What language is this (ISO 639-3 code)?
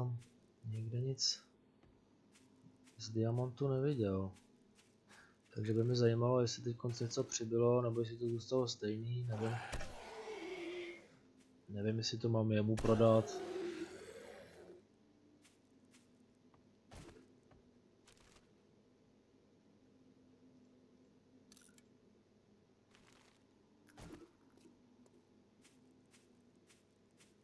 ces